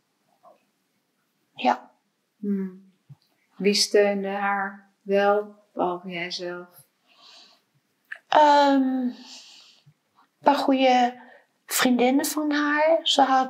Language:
Dutch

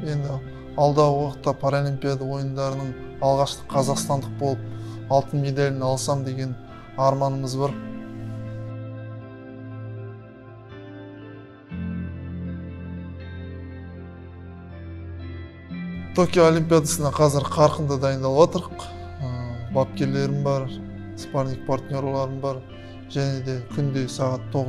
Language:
Kazakh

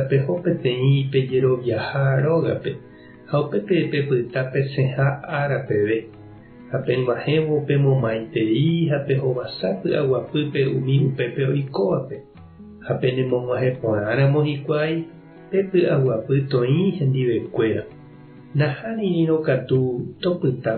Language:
Guarani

